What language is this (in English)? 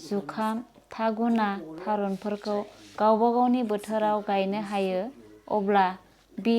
Bodo